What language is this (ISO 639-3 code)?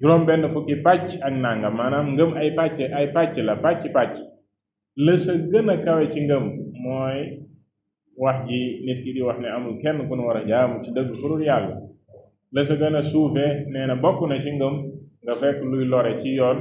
wol